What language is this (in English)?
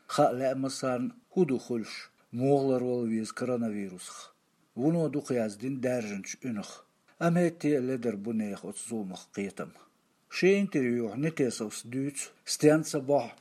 Chechen